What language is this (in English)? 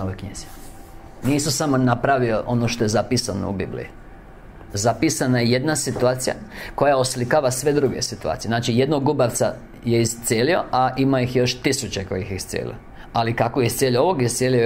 Croatian